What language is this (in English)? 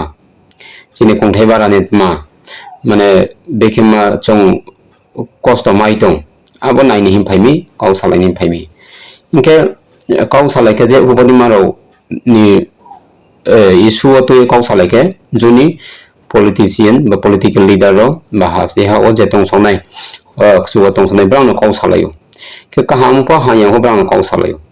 Riang (India)